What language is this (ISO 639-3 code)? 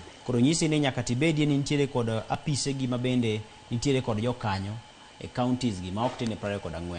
luo